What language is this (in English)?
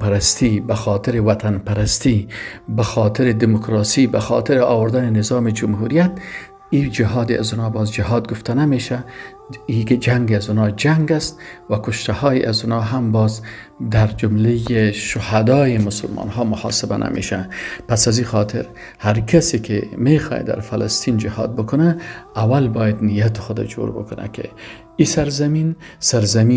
Persian